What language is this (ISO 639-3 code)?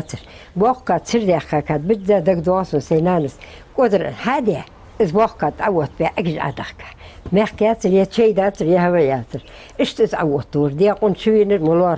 inh